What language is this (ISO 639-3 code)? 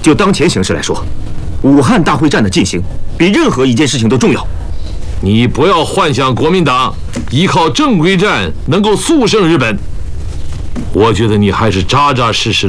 zho